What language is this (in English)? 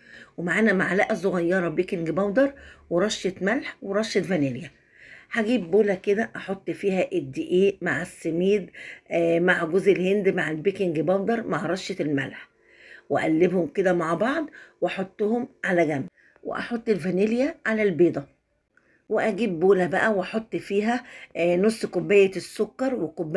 Egyptian Arabic